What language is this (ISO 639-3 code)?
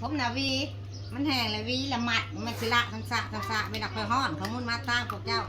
tts